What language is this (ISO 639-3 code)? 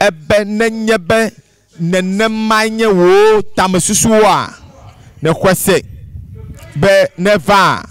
ewe